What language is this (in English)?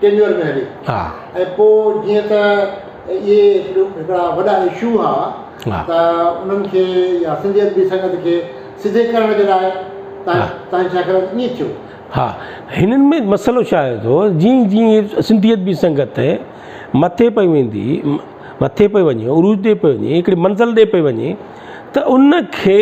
Sindhi